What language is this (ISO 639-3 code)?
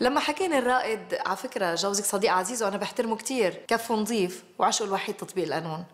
apc